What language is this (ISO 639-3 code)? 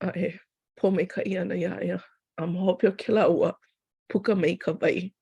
haw